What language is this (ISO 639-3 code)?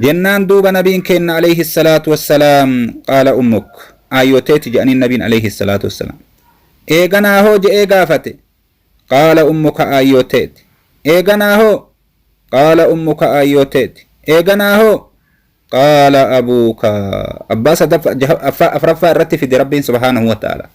orm